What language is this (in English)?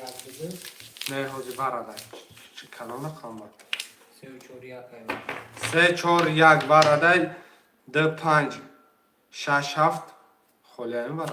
Tajik